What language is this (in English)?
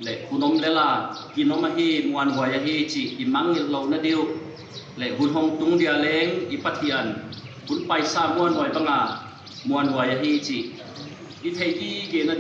Paite Chin